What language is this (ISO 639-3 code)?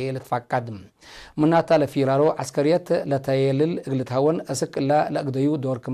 tig